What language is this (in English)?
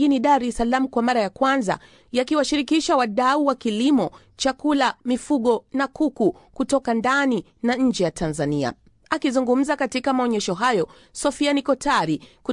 Swahili